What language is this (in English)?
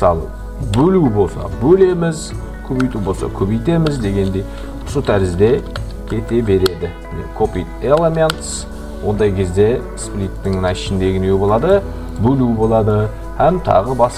Kara-Kalpak